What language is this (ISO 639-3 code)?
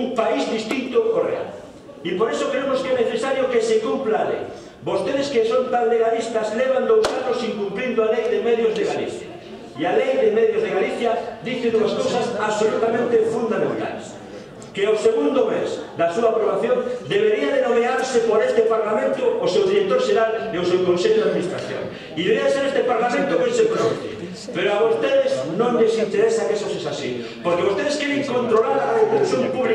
glg